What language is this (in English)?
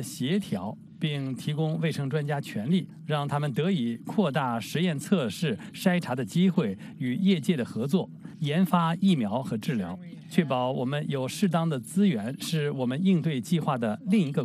Chinese